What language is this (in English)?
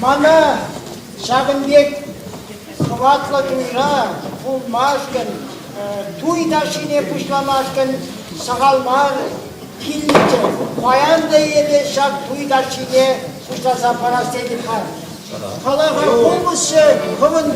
Chuvash